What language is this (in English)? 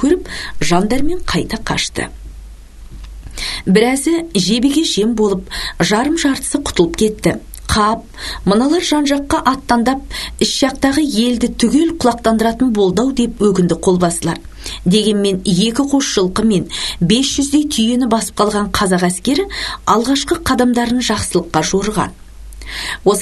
Kazakh